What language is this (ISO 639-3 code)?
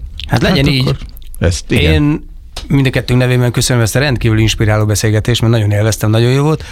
hun